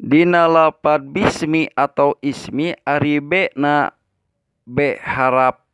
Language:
Sundanese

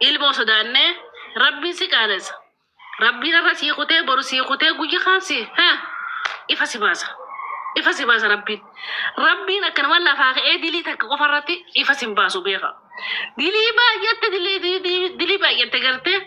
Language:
Oromo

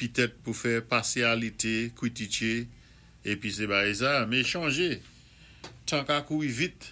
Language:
Saint Lucian Creole French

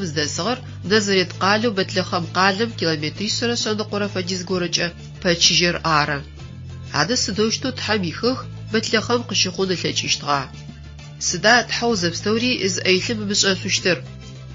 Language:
Adyghe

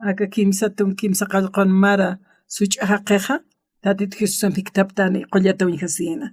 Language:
Aymara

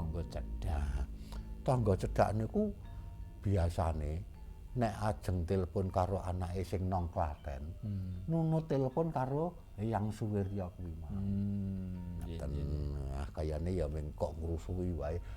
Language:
Javanese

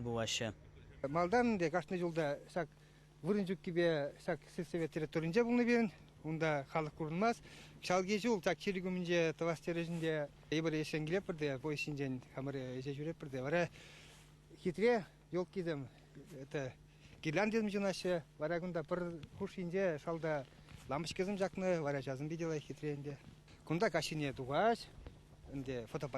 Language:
Chuvash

